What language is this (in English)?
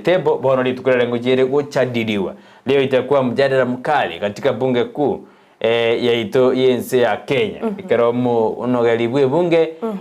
Gusii